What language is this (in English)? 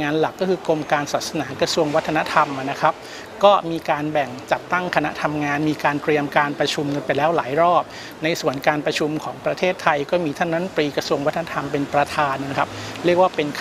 Thai